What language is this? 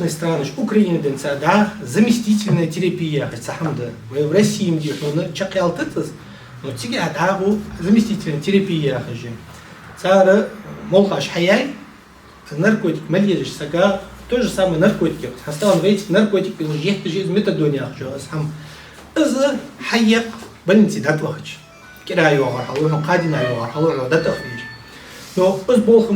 Ingush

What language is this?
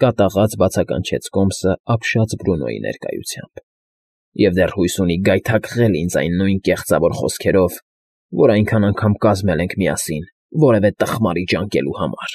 Armenian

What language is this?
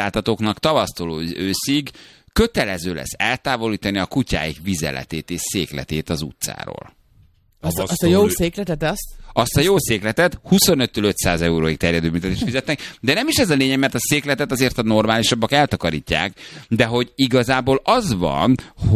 Hungarian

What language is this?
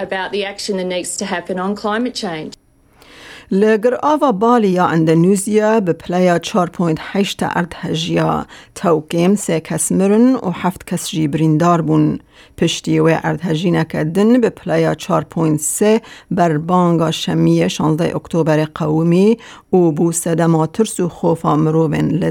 Kurdish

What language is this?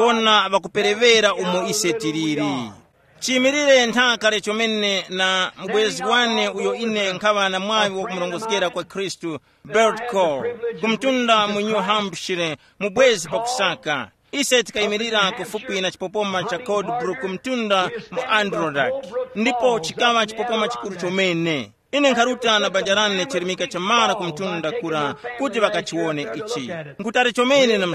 Tumbuka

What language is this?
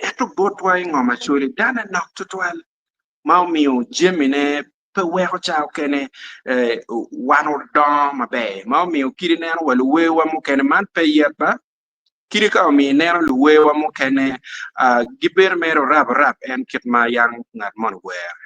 Acoli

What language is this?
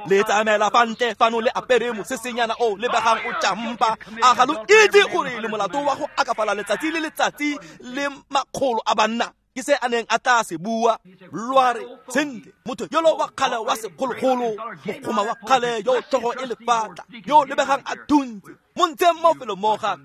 Tswana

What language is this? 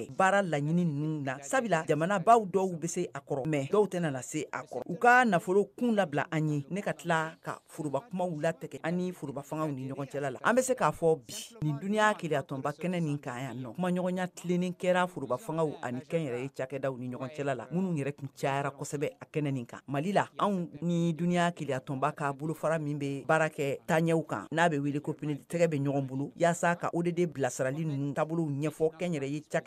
Bambara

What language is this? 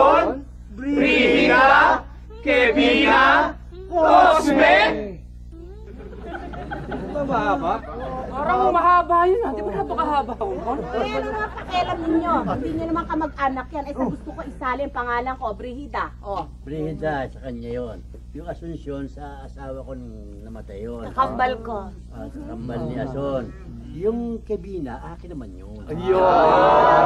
Filipino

